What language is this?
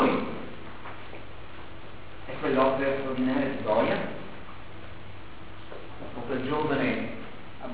Italian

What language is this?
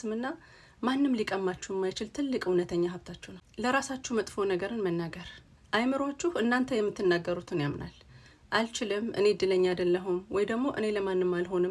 Amharic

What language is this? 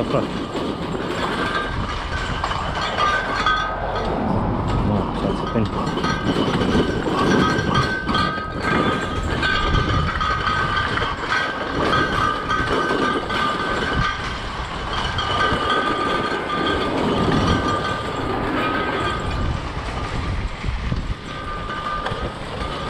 Romanian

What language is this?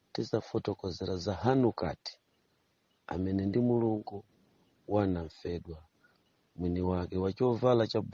Nyanja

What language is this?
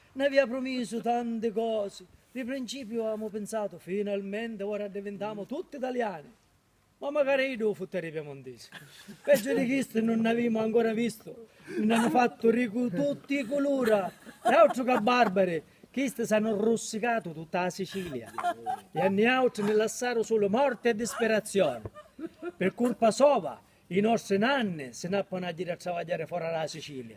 Sicilian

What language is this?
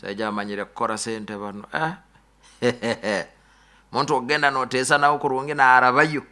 Nyoro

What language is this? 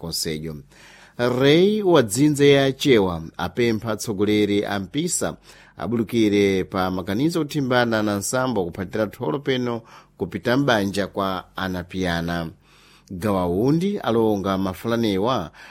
Sena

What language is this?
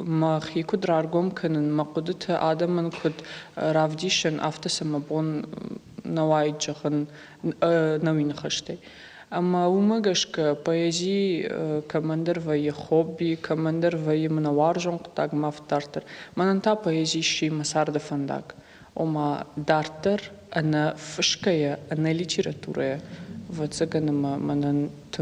Ossetic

